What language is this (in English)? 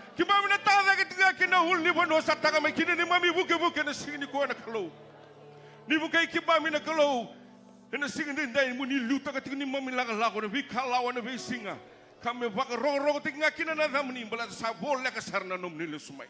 Fijian